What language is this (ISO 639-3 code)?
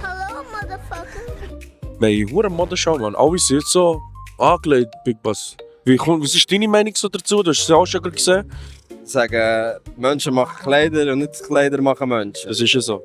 gsw